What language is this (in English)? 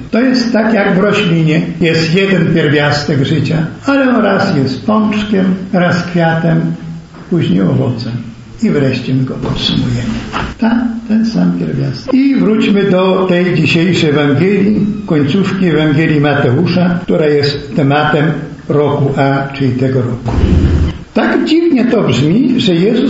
Polish